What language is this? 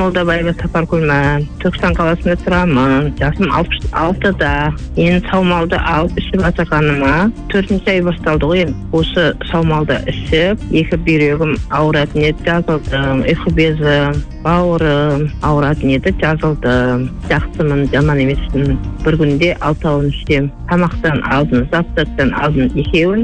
Kazakh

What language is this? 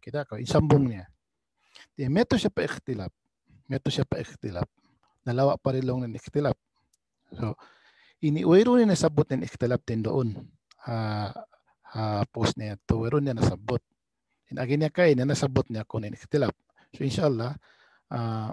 Tausug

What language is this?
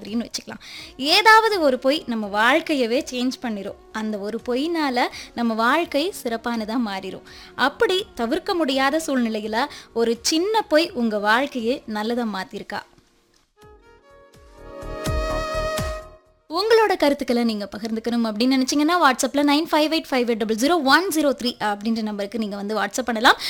Tamil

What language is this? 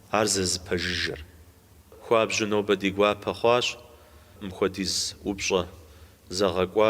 Kabardian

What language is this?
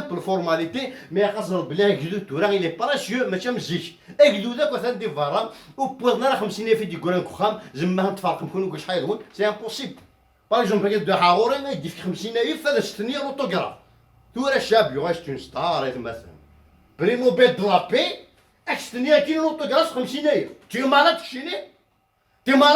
Kabyle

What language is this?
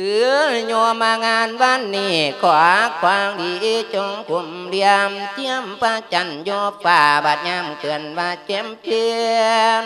Lao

